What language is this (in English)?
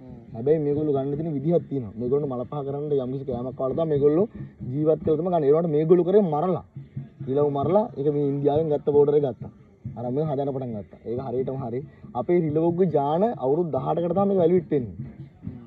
Sinhala